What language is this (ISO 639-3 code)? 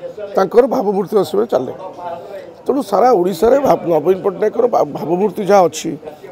ori